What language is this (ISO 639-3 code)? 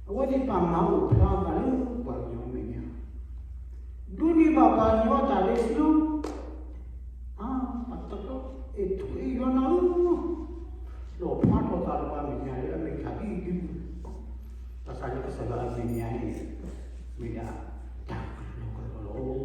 ksw